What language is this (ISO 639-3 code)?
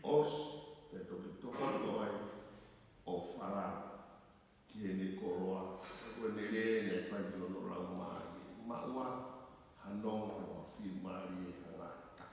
ton